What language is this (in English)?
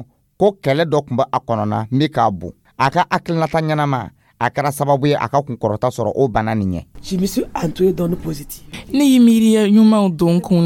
Dyula